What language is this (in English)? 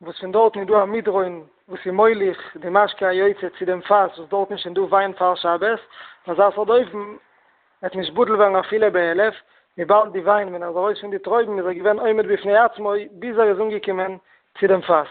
Yiddish